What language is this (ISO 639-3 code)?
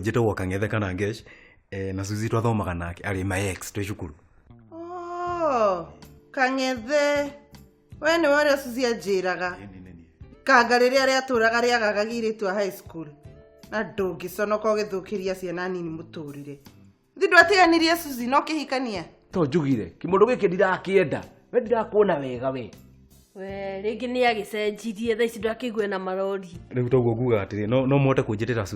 kik